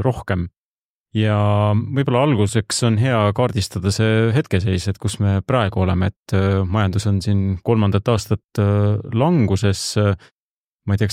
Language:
Estonian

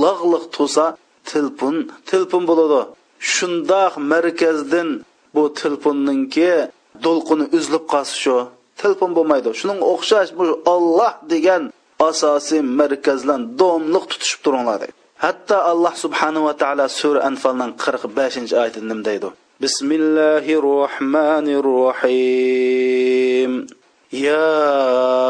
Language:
Uyghur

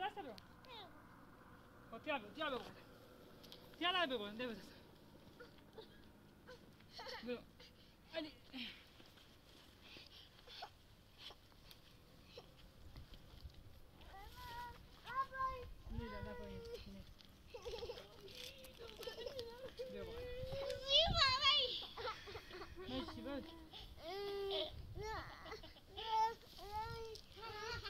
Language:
Persian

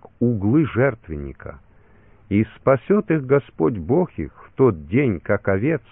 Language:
Russian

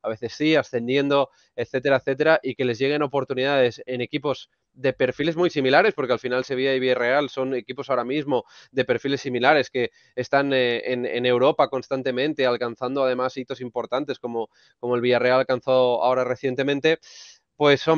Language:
Spanish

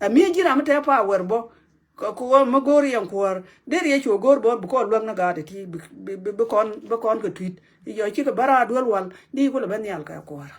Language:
Nuer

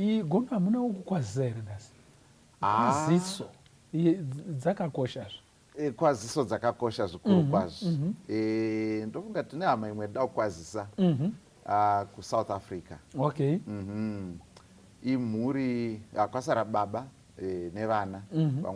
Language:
Shona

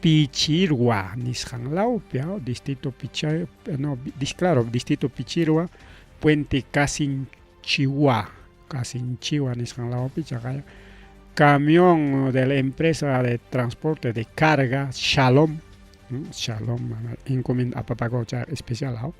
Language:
Ayacucho Quechua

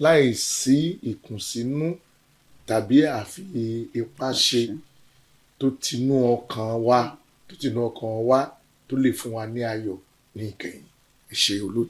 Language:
Yoruba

